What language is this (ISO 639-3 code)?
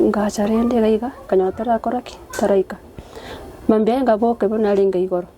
guz